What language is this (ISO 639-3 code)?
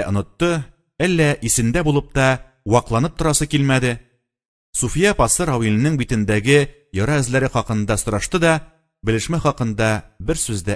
tat